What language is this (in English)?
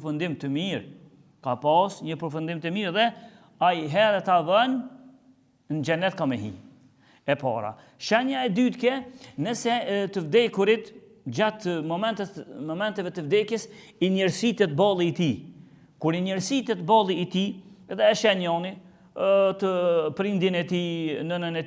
Albanian